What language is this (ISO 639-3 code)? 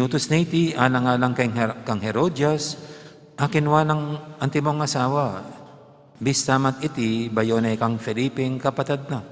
pam